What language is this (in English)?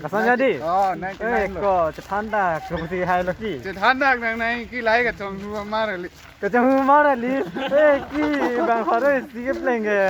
Karbi